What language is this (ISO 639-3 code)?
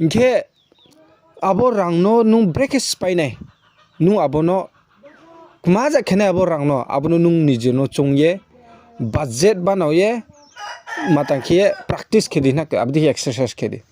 ria